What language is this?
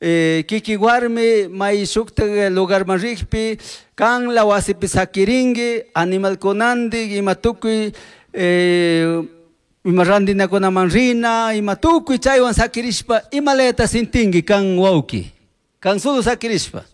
Chimborazo Highland Quichua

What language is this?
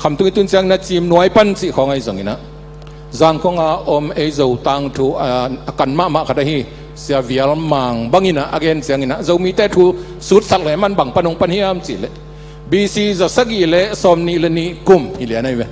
Tedim Chin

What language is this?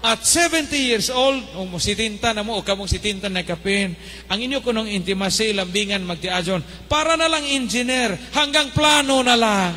Cebuano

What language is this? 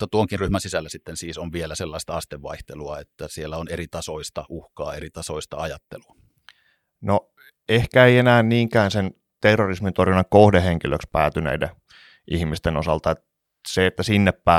Finnish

